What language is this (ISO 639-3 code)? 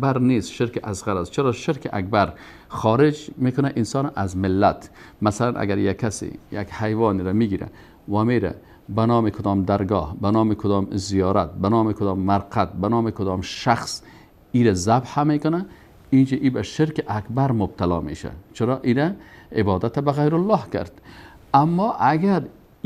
fas